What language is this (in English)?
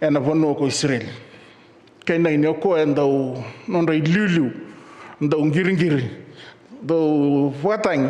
Fijian